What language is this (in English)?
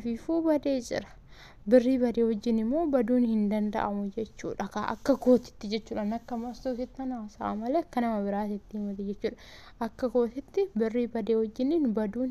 Oromo